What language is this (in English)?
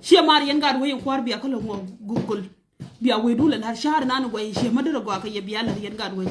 Nuer